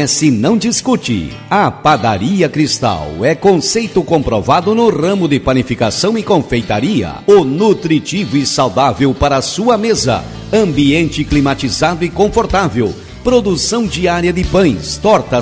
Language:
Portuguese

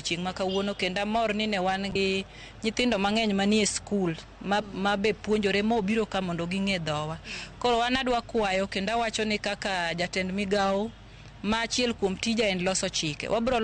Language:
Luo (Kenya and Tanzania)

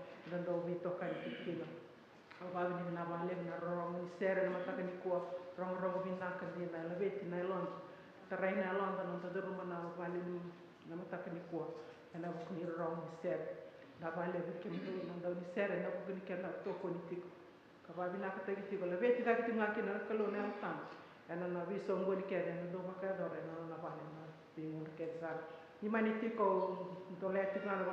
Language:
Fijian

